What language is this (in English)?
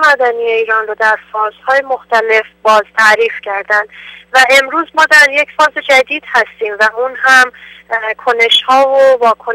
Persian